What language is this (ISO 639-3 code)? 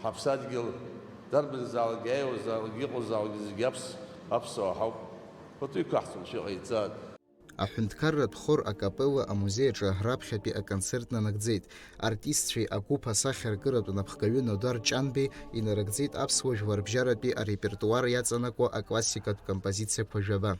abk